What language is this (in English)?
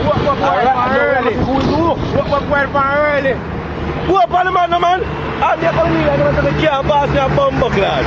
Jamaican Creole English